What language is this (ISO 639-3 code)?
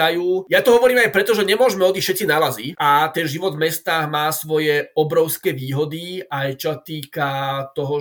slk